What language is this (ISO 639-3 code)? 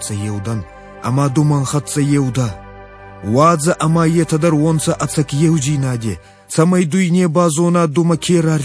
oss